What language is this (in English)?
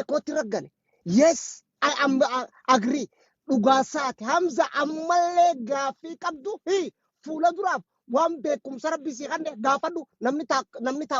Oromo